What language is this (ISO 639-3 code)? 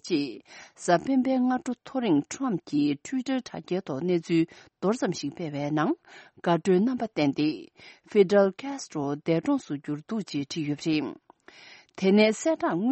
bod